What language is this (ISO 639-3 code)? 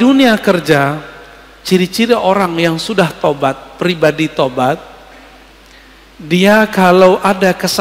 ind